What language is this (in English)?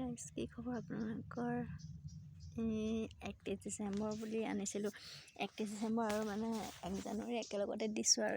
Assamese